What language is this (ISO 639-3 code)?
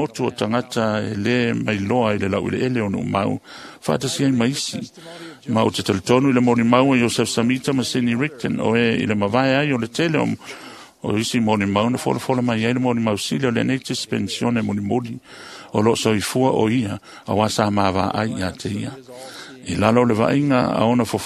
smo